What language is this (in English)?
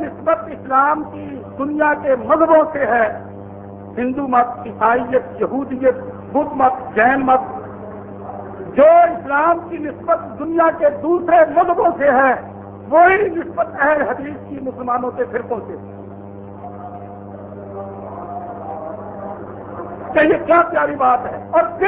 Urdu